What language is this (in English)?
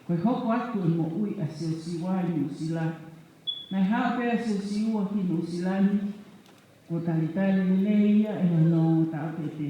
Tongan